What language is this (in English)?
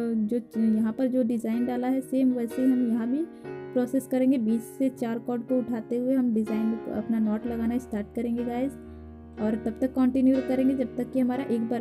Hindi